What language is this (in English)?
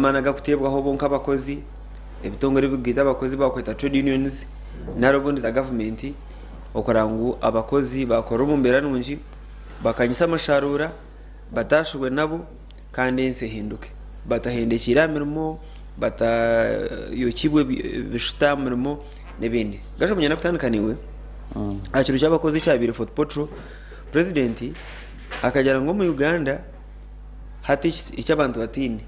Nyankole